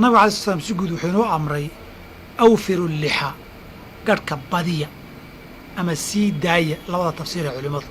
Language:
Somali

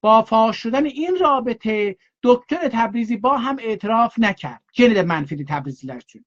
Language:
South Azerbaijani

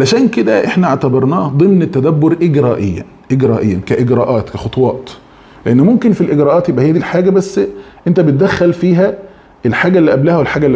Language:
Egyptian Arabic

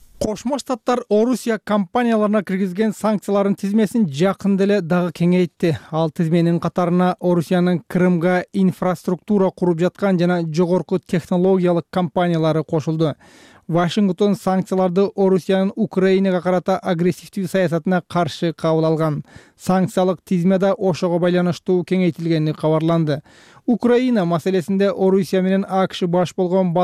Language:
Kyrgyz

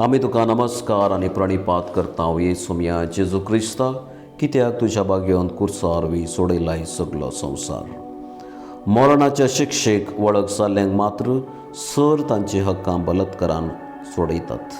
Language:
Konkani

